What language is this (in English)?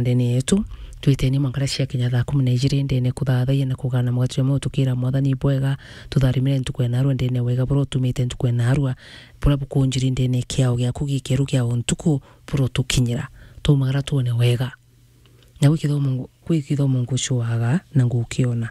Meru